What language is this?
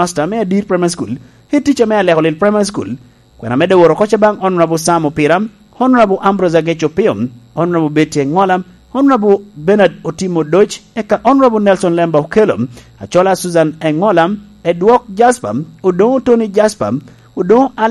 Lango (Uganda)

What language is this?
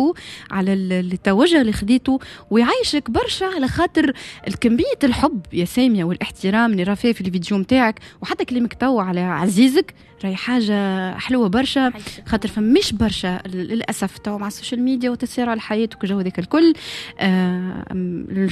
Tunisian Arabic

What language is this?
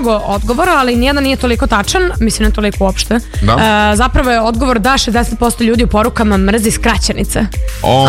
Serbian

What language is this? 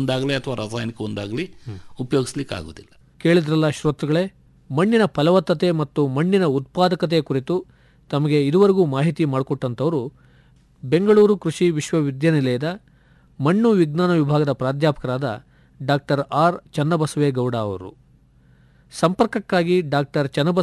Kannada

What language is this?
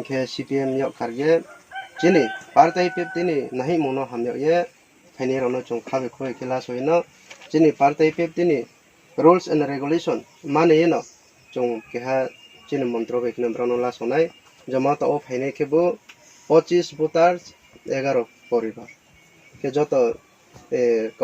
Kok Borok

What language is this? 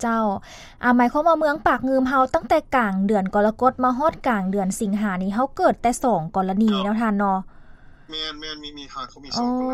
Lao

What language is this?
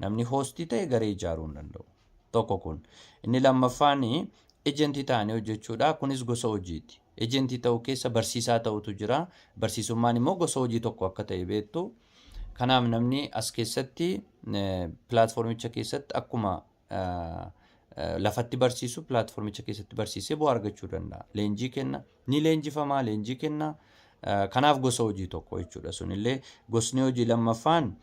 Oromo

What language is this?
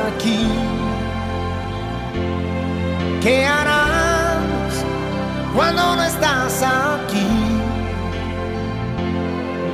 Catalan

